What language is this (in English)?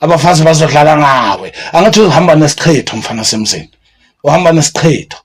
Zulu